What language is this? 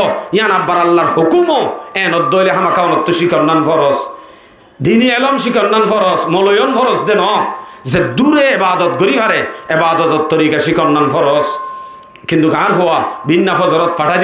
Rohingya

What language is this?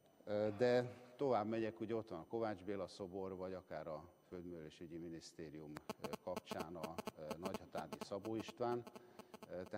Hungarian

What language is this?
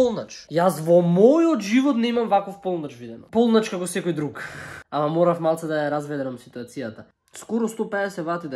Macedonian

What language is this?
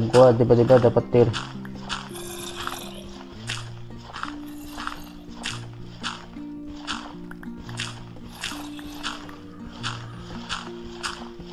Indonesian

